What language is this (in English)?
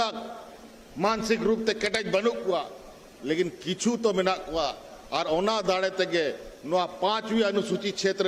Santali